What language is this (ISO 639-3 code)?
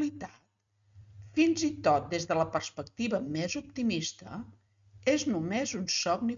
cat